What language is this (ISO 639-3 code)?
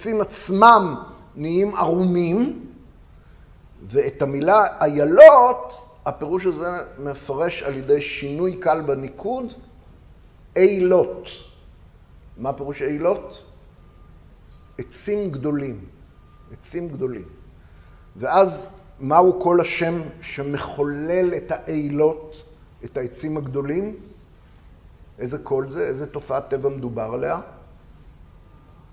heb